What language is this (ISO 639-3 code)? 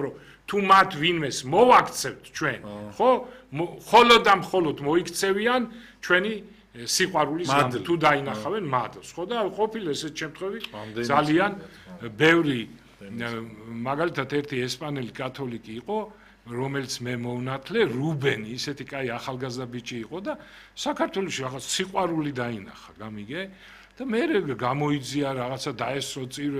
kat